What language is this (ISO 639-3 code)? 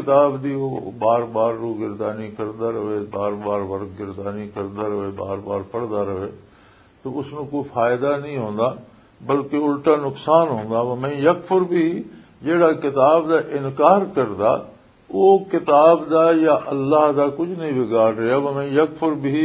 lah